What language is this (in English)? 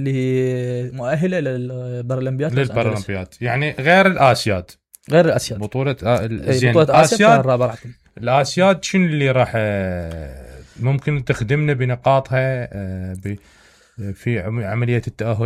Mesopotamian Arabic